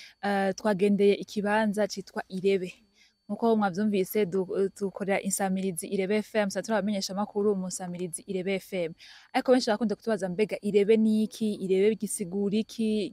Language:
Rundi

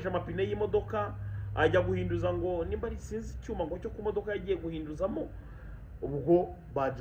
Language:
Kinyarwanda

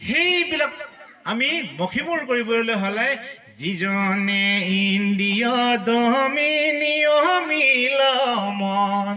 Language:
Assamese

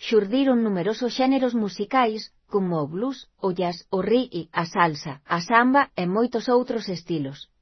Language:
Galician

